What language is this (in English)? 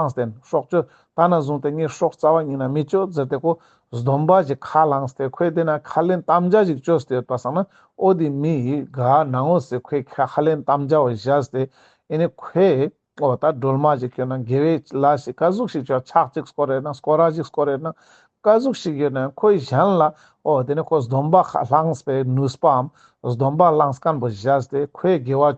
Ladakhi